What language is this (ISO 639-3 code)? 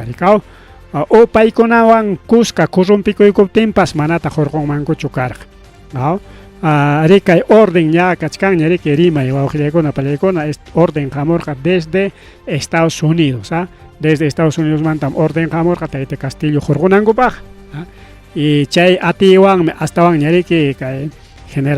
quy